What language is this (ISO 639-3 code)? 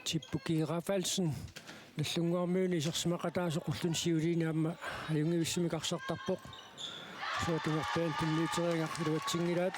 kal